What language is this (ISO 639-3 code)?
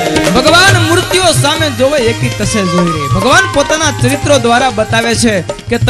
guj